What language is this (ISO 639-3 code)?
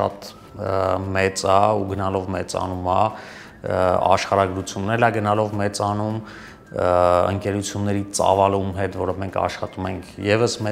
hye